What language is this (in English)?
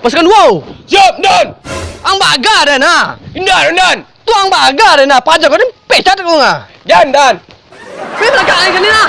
Minangkabau